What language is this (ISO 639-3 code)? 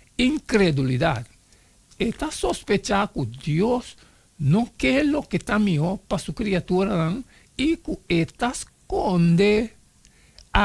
pap